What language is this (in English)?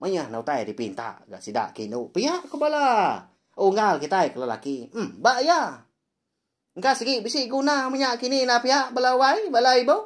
Iban